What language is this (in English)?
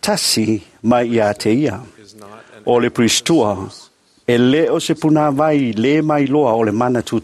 Samoan